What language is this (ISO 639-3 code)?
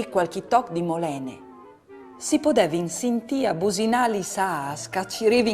fur